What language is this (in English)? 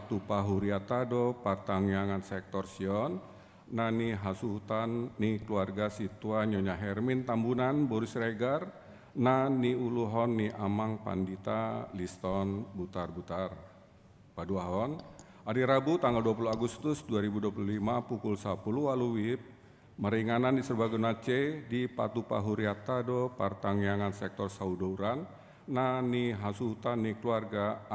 Batak Toba